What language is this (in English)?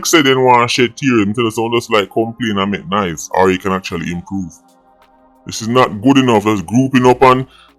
Jamaican Creole English